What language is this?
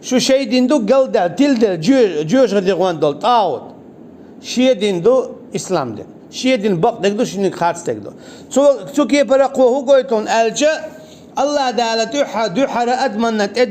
Chechen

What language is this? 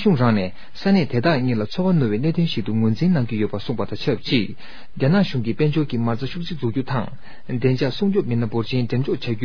Tibetan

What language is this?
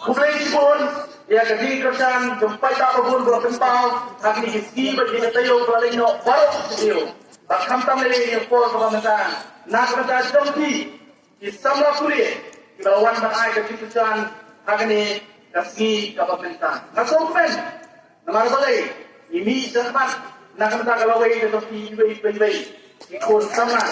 Khasi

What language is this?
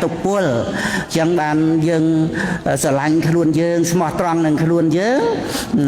Khmer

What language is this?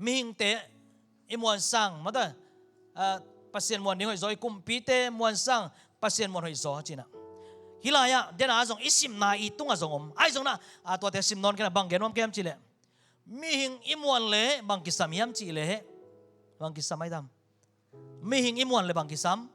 Tedim Chin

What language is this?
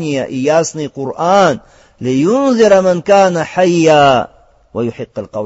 Russian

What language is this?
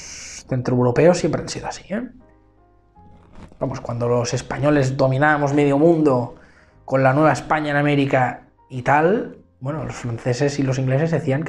Spanish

